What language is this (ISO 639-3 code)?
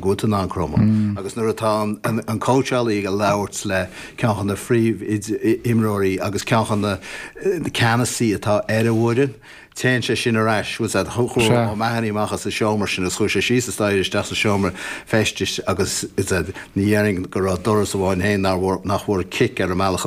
gle